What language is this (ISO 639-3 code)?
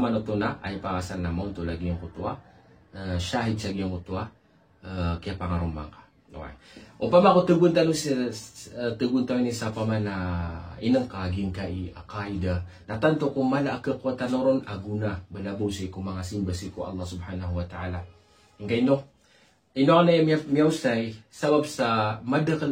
mrw